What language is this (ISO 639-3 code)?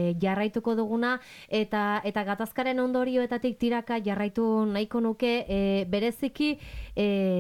eus